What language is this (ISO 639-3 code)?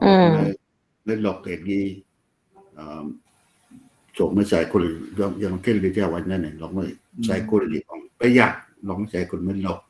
ach